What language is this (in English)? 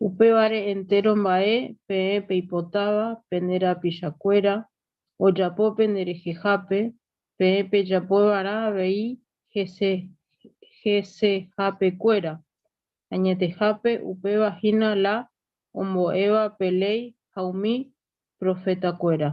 Guarani